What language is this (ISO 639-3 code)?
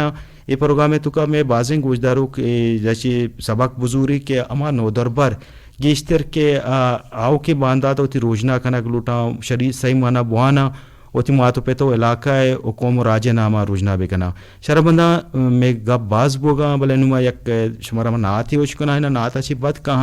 bgp